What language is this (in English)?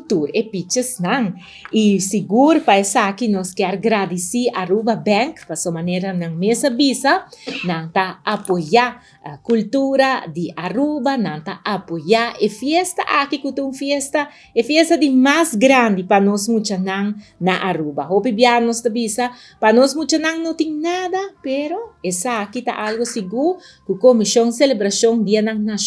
Papiamento